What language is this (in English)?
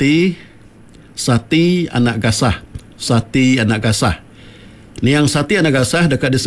Iban